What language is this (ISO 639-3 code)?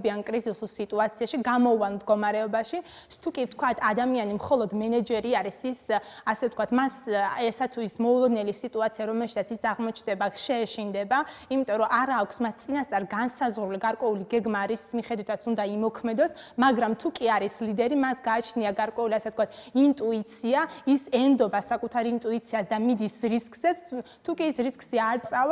kat